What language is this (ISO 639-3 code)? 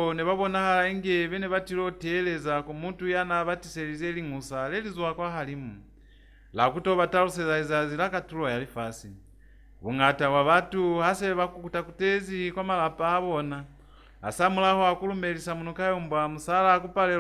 loz